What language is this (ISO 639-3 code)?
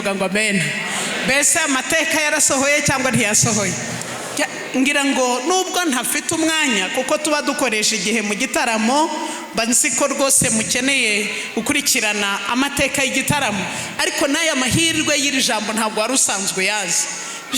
kin